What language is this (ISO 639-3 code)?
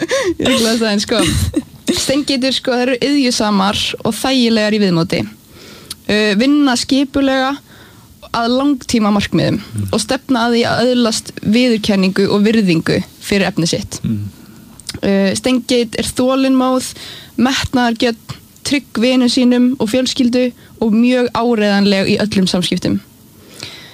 isl